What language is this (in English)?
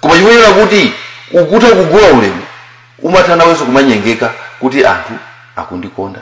Nyanja